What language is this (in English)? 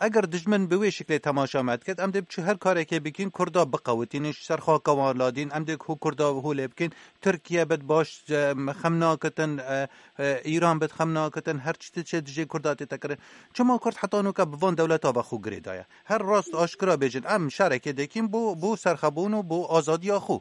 Kurdish